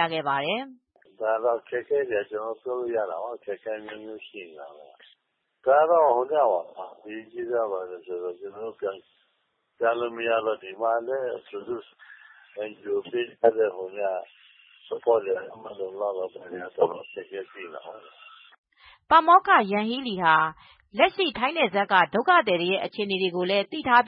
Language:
Burmese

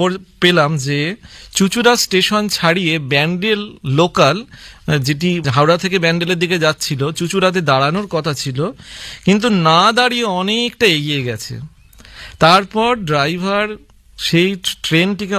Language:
Bangla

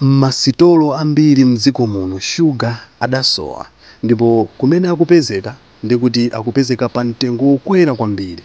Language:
Nyanja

